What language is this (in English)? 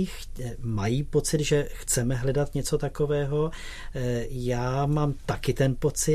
Czech